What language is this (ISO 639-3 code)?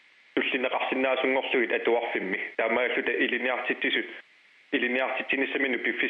kal